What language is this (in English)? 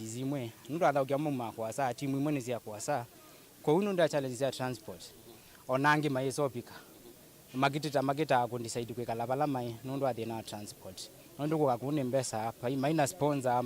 Kamba